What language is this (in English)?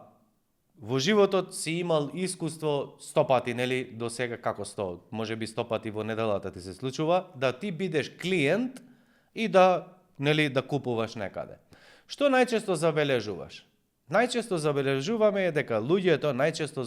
Macedonian